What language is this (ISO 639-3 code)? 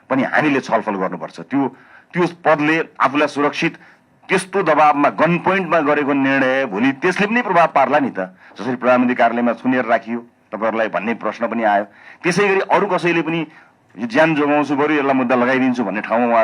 nep